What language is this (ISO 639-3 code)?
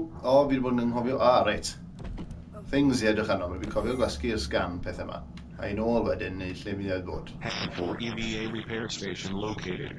cym